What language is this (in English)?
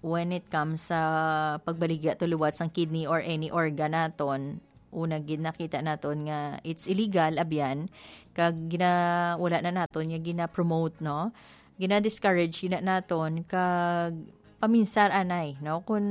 Hiligaynon